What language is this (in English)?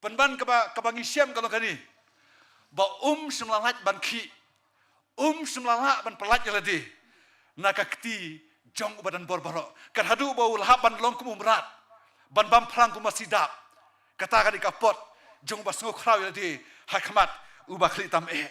Khasi